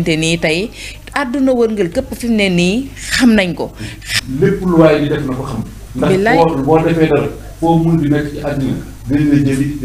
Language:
Wolof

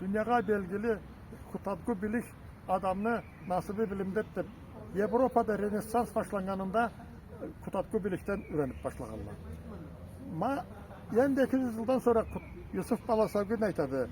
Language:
Karachay-Balkar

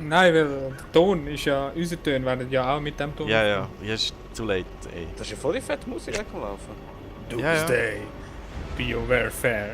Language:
Swiss German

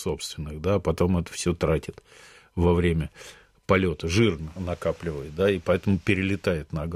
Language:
Russian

